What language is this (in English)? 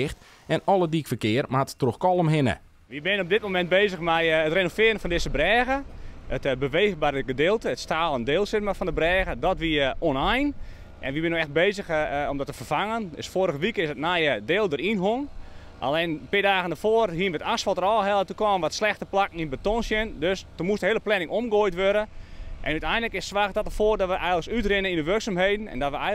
Western Frisian